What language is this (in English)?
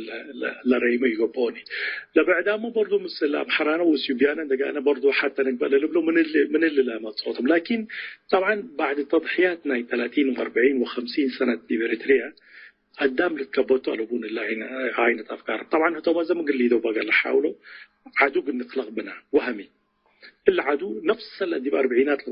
Tigre